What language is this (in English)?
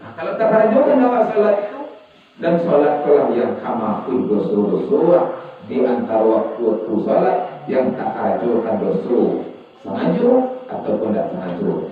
Minangkabau